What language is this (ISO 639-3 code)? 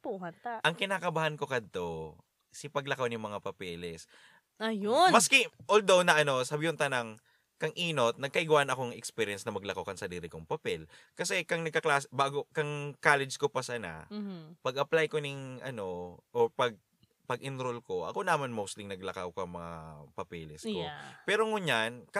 bik